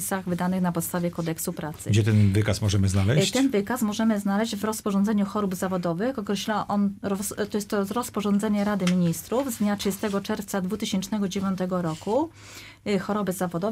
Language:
Polish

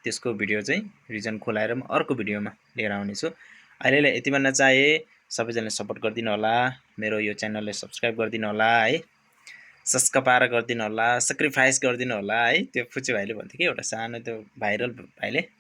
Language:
Nepali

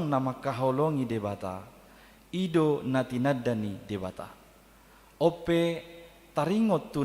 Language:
Batak Toba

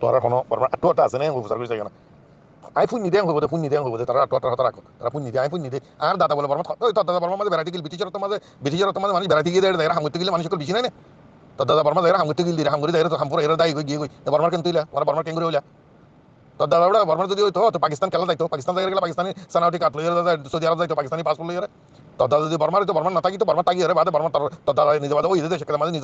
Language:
Rohingya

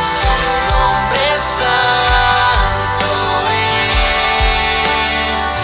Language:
Plautdietsch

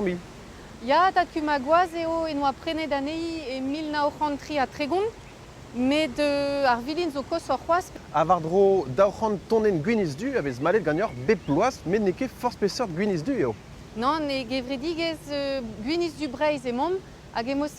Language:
Breton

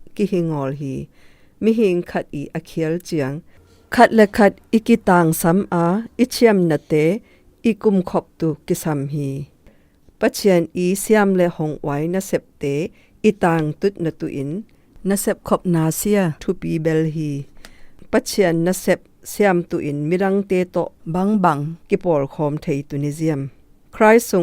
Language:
Zou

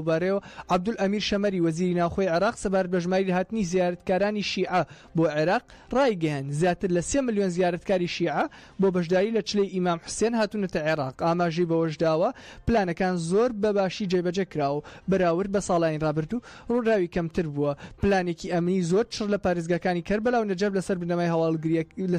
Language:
Central Kurdish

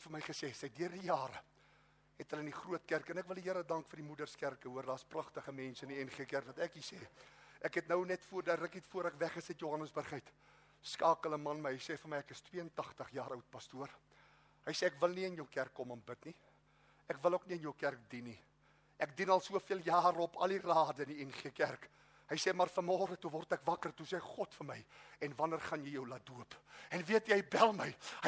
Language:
Afrikaans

